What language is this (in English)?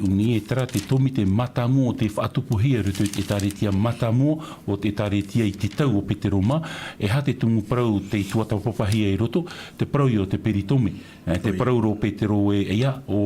Tahitian